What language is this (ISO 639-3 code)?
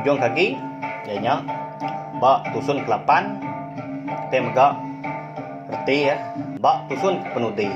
iba